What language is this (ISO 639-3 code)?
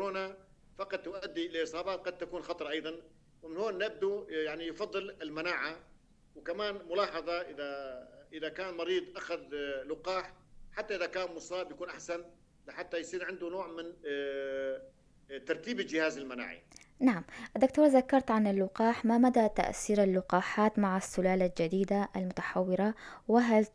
apc